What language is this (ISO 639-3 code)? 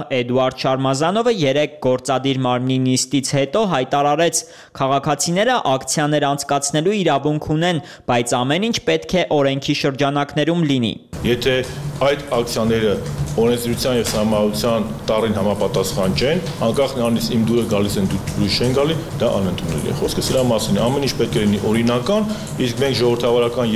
hye